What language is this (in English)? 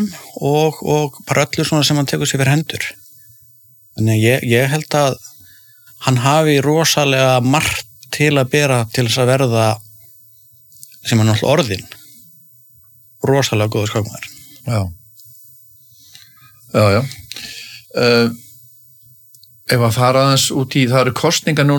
Icelandic